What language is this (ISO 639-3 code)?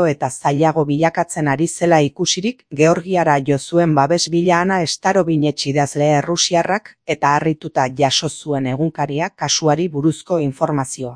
eus